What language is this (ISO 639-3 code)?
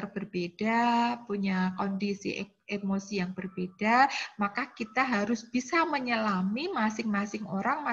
ind